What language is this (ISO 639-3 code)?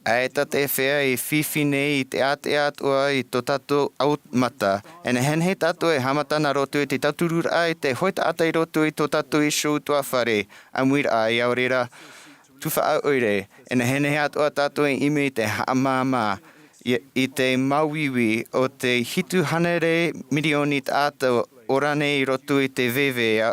tah